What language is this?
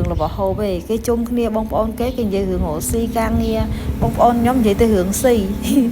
Khmer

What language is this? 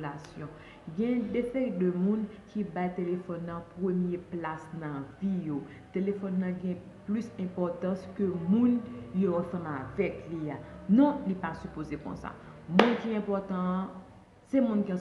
Haitian Creole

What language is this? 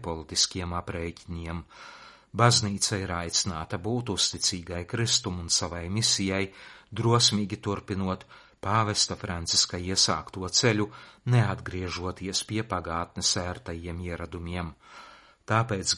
Latvian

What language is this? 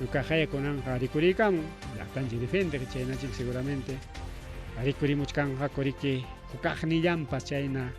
Ayacucho Quechua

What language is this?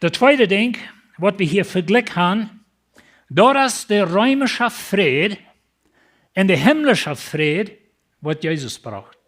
Plautdietsch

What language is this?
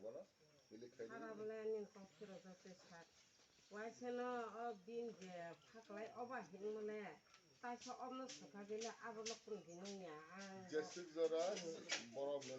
Kok Borok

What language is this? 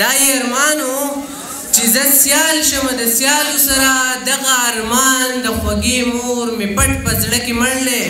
Pashto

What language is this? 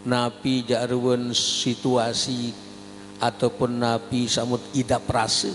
Sasak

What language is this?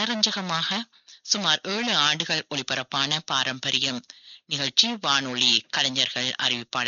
Tamil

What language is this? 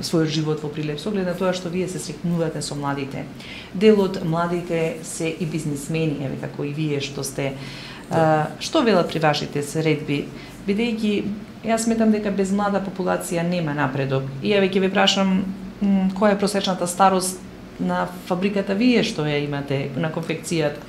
Macedonian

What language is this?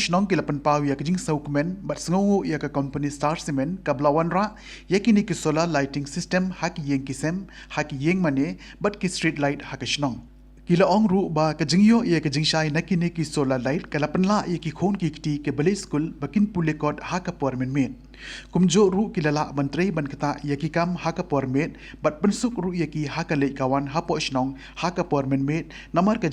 Khasi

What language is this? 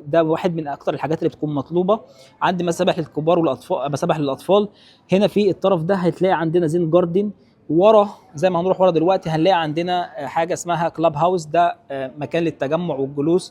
Egyptian Arabic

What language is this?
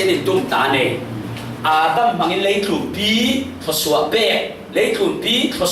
Falam Chin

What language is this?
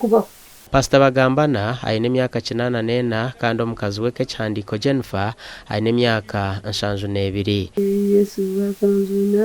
Nyankole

